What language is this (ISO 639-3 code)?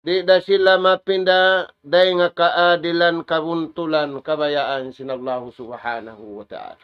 tsg